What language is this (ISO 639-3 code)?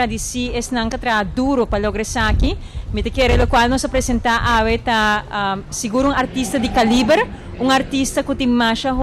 pap